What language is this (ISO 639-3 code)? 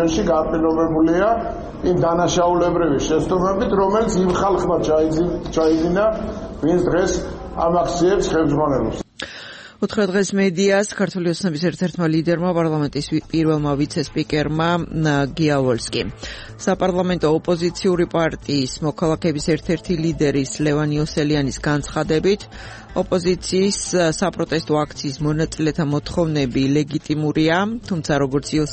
kat